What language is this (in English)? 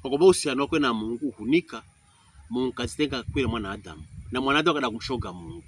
Pokomo